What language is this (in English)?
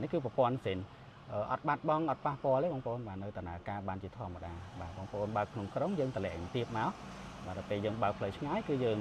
Khmer